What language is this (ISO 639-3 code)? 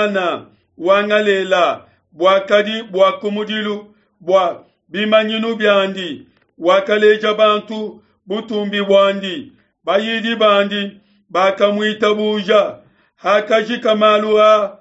lua